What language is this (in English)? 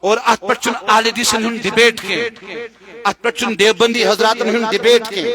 Kashmiri